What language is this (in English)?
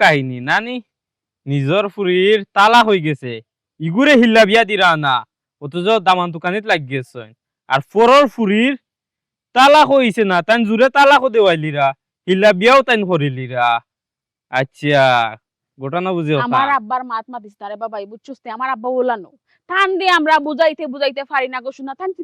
Sylheti